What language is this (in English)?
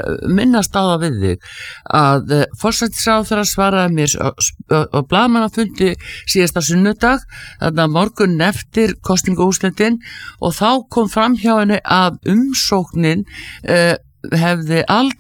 Icelandic